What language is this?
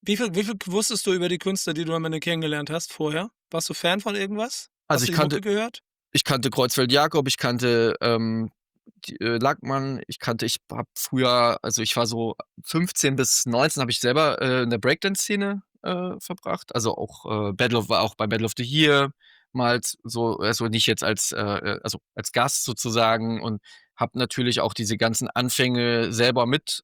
German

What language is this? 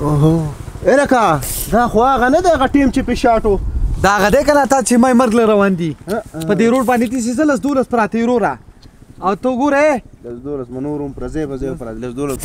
Pashto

